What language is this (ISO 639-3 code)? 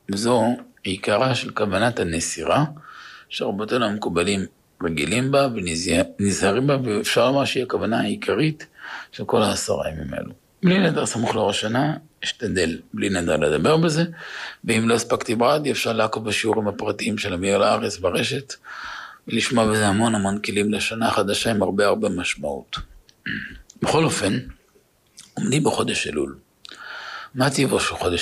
heb